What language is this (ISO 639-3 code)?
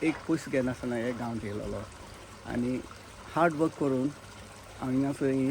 kok